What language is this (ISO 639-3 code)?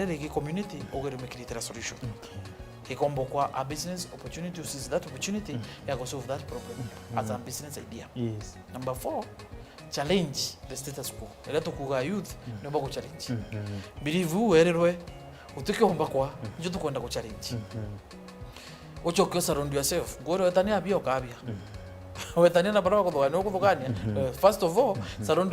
mer